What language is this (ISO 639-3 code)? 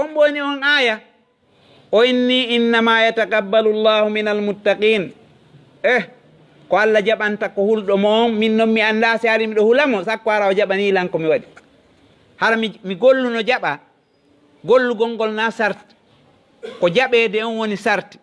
ful